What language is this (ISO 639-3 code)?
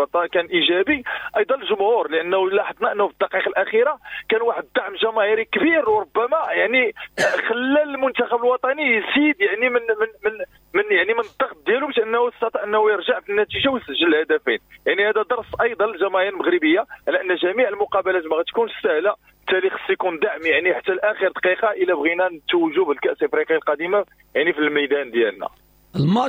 ary